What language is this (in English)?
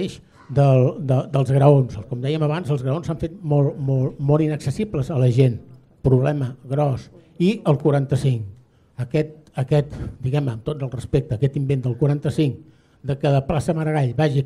Catalan